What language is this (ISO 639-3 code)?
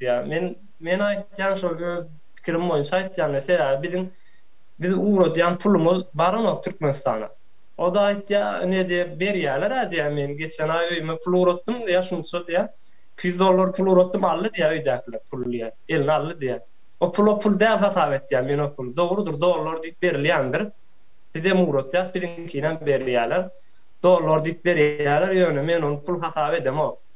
tuk